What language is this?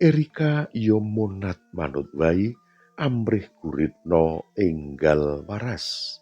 Javanese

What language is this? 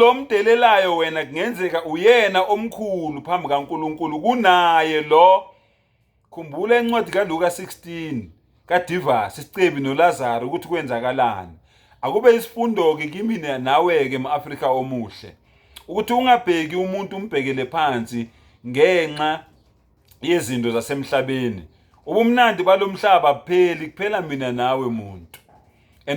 Zulu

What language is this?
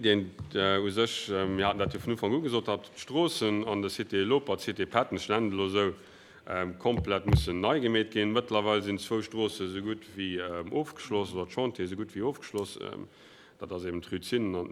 Luxembourgish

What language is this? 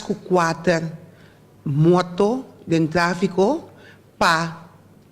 Papiamento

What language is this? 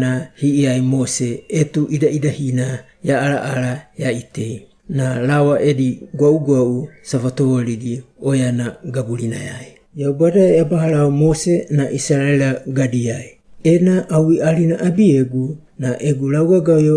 Wagawaga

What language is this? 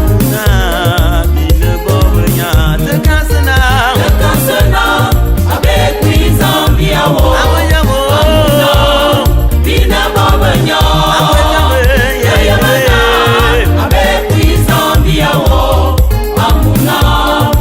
Bulu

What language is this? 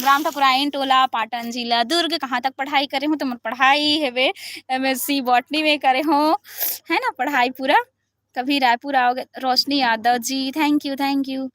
Chhattisgarhi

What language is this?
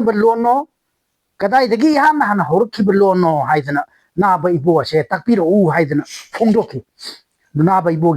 Manipuri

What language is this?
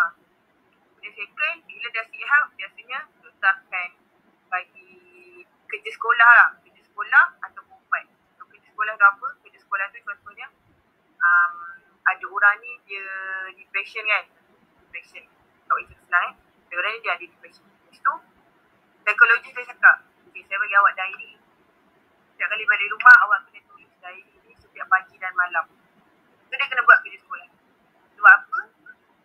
Malay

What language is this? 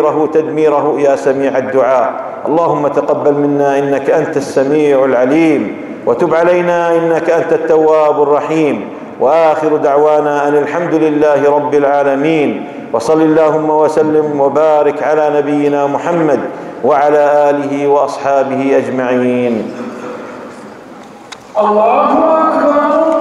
Arabic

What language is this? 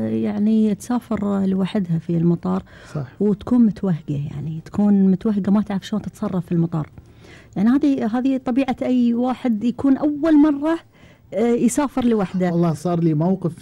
Gulf Arabic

